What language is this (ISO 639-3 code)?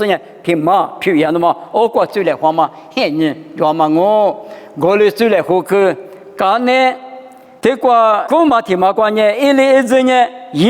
lis